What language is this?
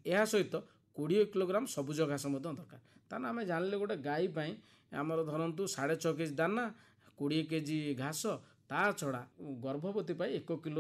Odia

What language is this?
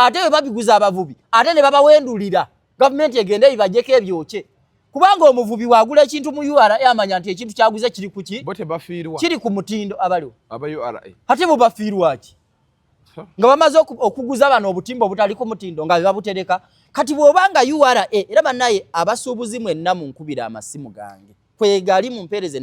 Ganda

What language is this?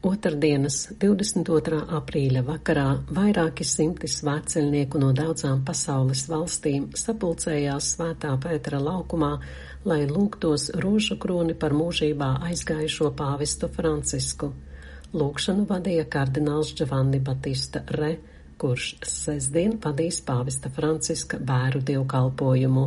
Latvian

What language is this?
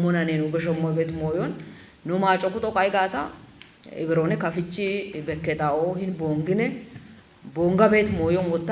Kafa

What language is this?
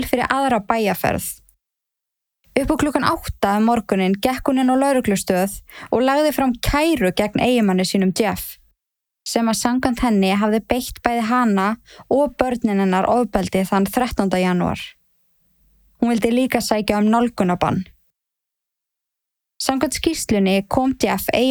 Icelandic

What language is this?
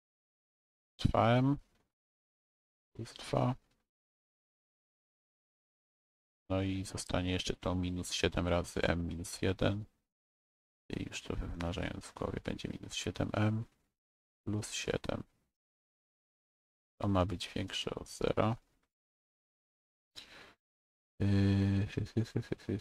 Polish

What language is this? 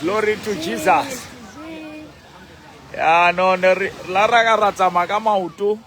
Southern Sotho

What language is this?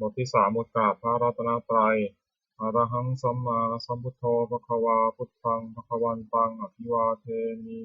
Pali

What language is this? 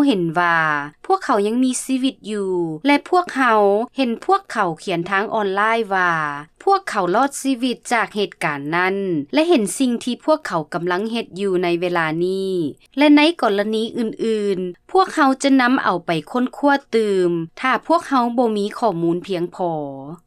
Lao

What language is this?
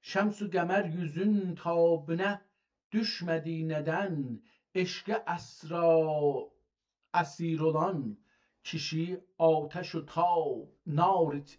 South Azerbaijani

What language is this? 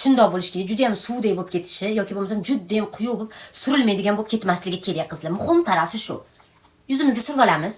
Uzbek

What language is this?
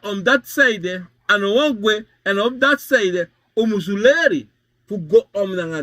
Sranan Tongo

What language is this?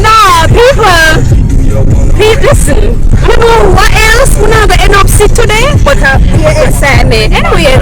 Jamaican Creole English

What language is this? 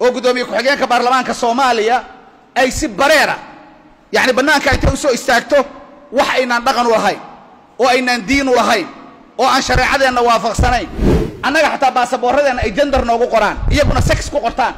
Somali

